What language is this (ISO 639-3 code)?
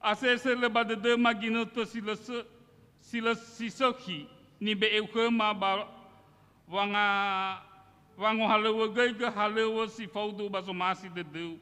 nia